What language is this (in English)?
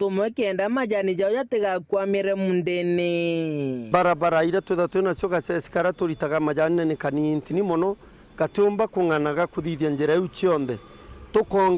Meru